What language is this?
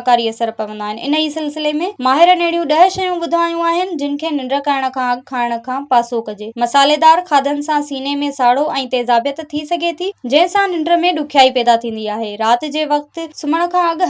Sindhi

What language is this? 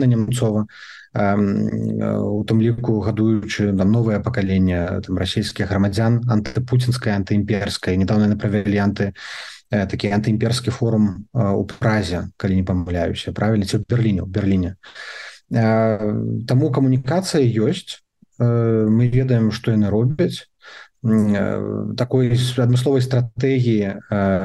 Belarusian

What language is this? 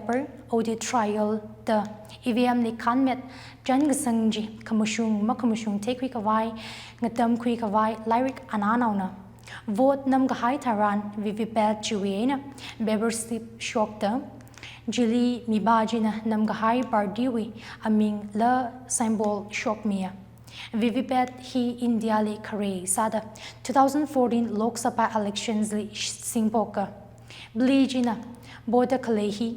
Tangkhul Naga (India)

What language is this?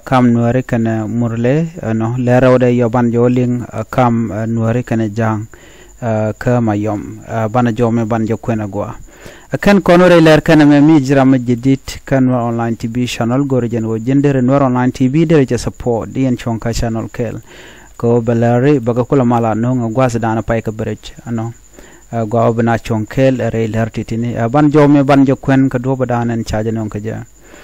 Nuer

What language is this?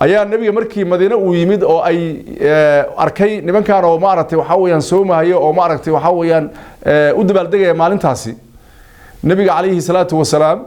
Somali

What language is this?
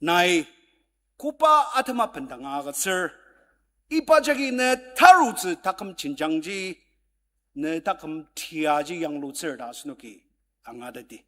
Ao Naga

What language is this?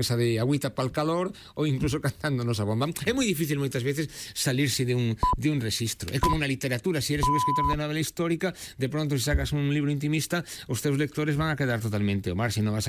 Galician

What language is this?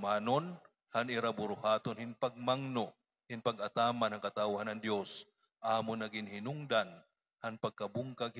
Waray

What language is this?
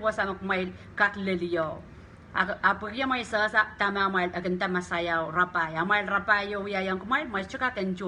Pohnpeian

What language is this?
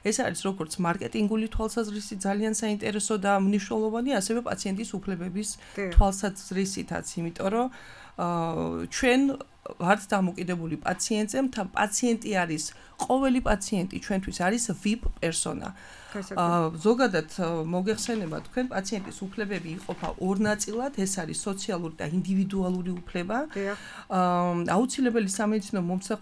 Georgian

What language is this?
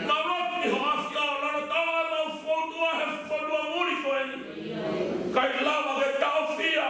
Tongan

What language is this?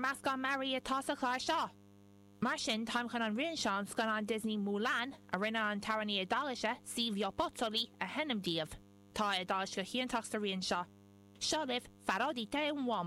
Irish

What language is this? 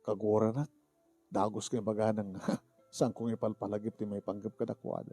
Iloko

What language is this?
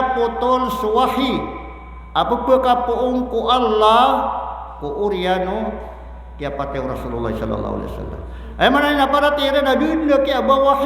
Maranao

